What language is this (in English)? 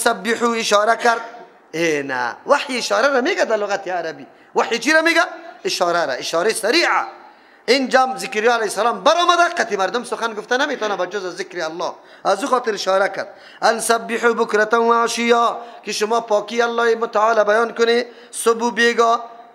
Persian